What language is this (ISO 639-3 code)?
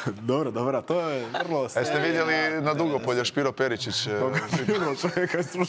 hrv